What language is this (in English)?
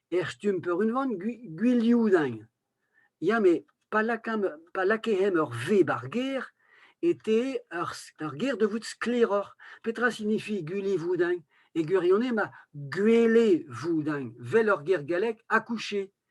Breton